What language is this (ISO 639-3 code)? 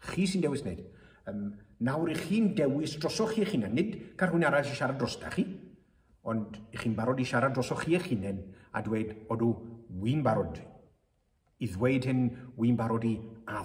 cym